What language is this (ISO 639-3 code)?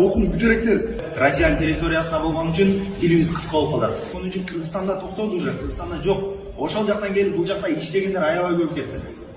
kir